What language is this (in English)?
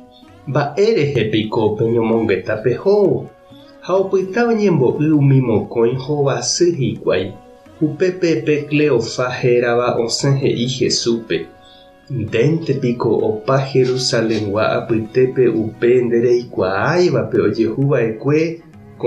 Guarani